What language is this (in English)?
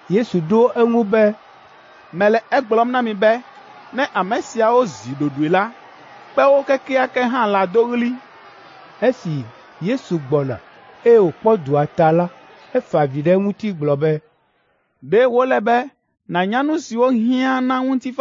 Ewe